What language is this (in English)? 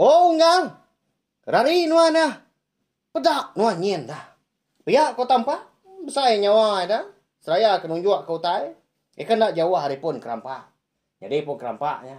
Iban